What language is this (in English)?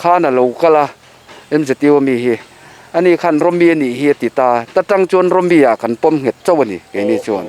Mizo